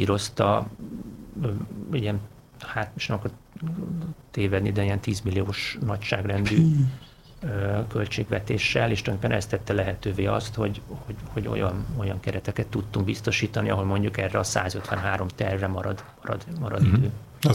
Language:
Hungarian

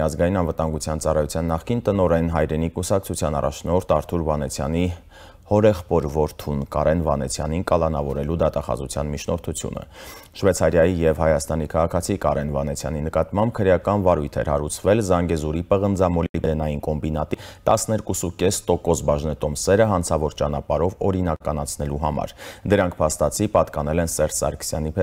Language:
Armenian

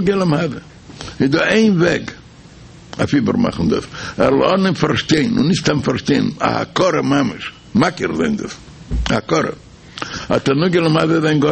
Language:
Yiddish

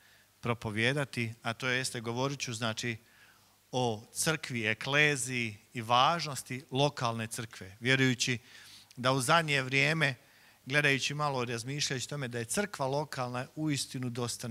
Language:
Croatian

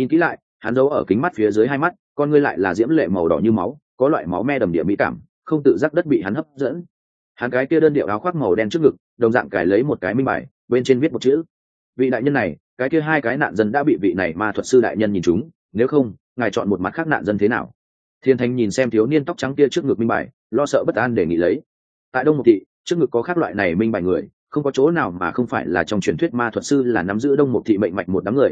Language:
Vietnamese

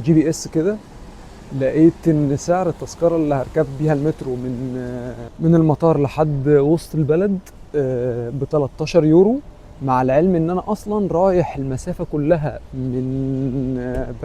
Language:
Egyptian Arabic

